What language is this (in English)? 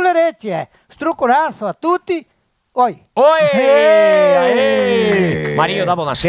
Venetian